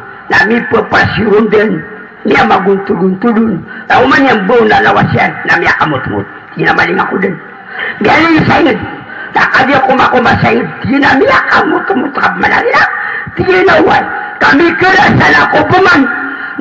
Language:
Maranao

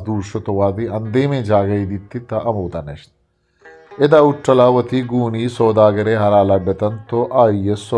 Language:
Eastern Balochi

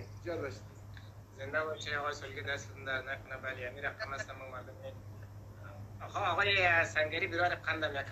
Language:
Persian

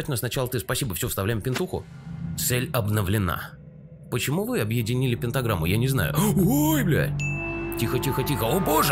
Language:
Russian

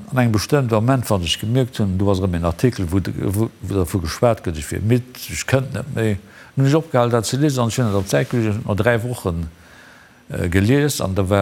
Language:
Luxembourgish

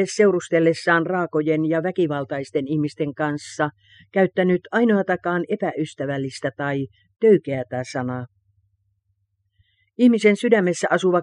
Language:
Finnish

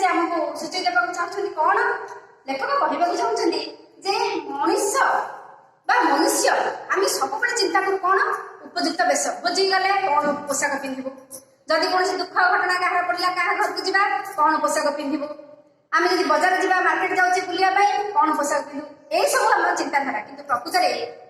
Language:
Odia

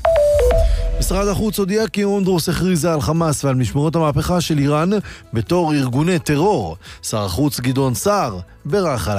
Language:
Hebrew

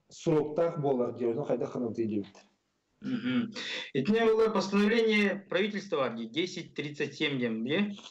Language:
Yakut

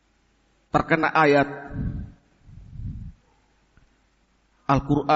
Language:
Indonesian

